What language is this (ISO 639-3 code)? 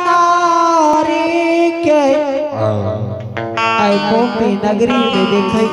anp